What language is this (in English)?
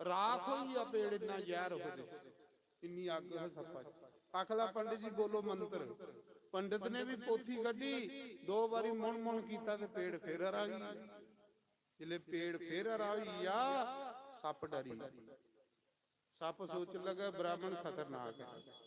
Dogri